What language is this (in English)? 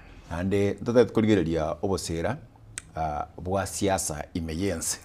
Gusii